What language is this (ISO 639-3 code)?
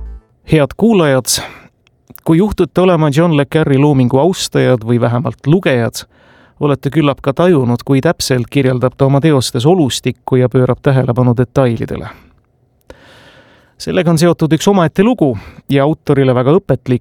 est